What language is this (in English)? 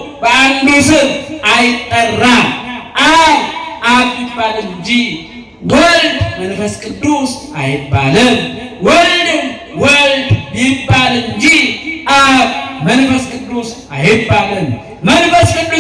Amharic